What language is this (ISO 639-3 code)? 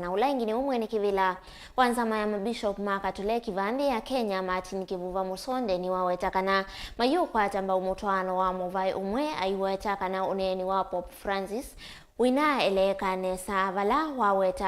kam